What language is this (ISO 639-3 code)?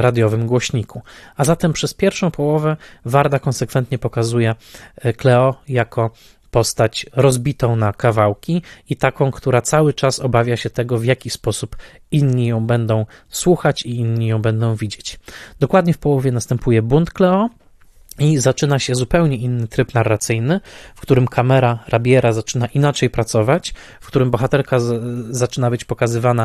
pol